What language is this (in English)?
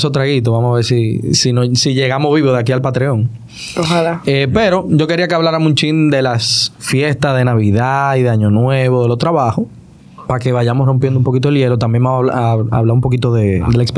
Spanish